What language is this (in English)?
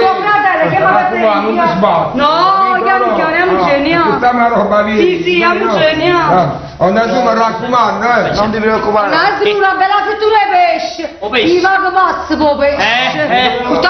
Neapolitan